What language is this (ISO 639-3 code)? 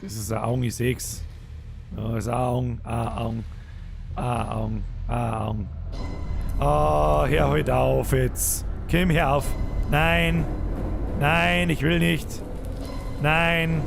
bar